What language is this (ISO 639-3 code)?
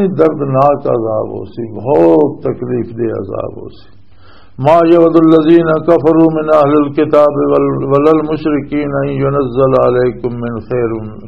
lah